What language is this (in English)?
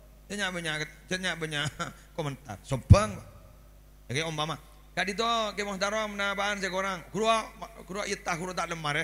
Madurese